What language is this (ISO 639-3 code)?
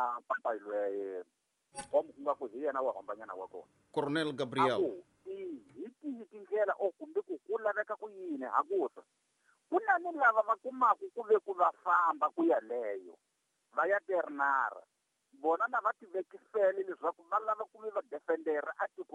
tso